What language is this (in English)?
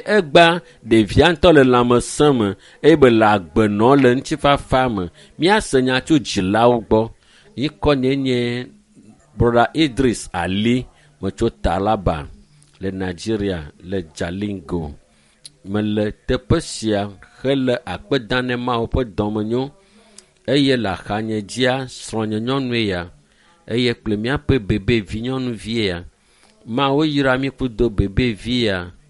Ewe